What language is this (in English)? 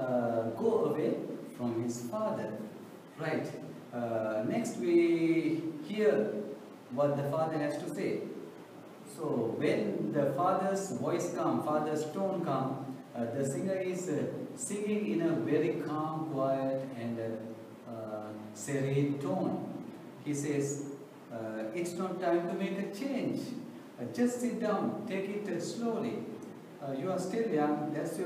English